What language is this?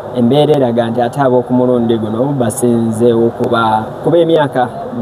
Ganda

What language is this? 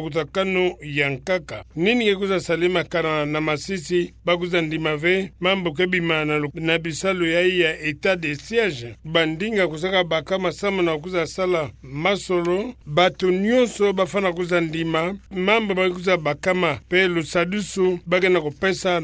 Kituba (Democratic Republic of Congo)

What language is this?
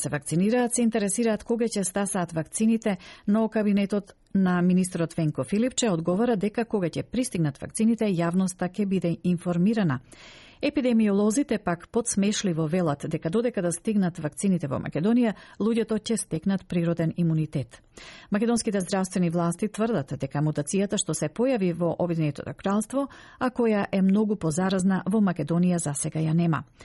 Macedonian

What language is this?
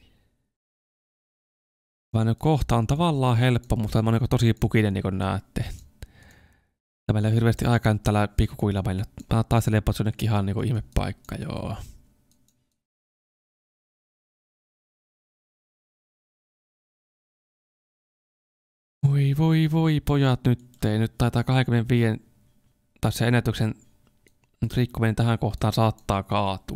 Finnish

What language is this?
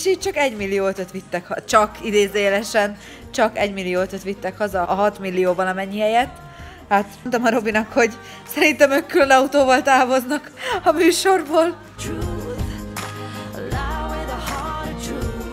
Hungarian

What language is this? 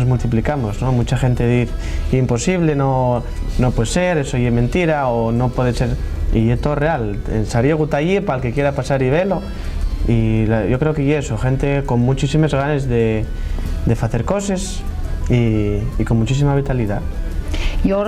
Asturian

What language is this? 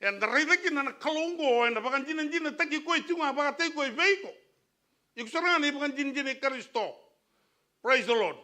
Fijian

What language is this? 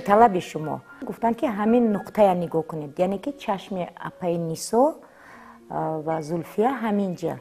Tajik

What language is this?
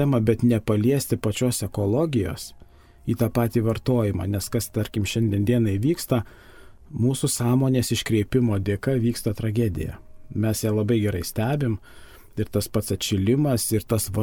Lithuanian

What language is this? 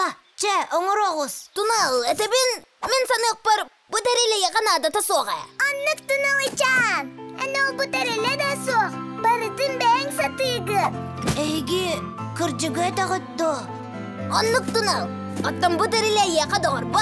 Yakut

